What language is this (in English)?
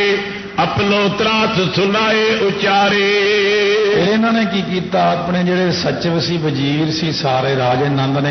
Punjabi